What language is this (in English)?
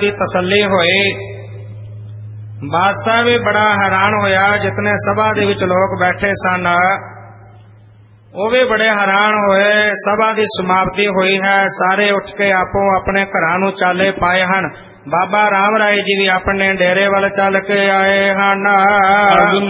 Punjabi